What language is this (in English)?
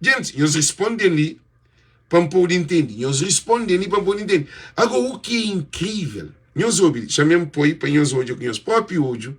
Kabuverdianu